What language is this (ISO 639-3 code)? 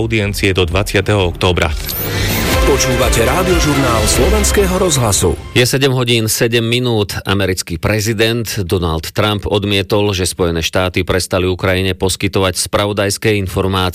slk